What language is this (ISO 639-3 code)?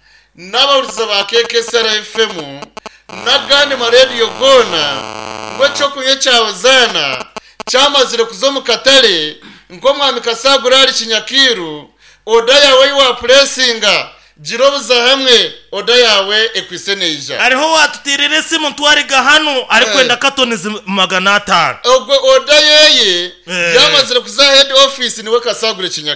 nyn